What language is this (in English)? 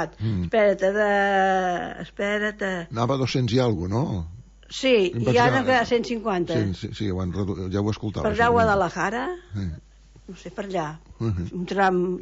Catalan